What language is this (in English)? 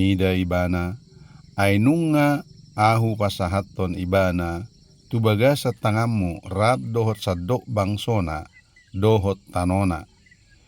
Batak Toba